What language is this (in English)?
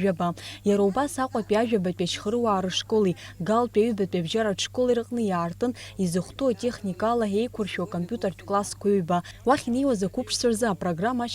Abkhazian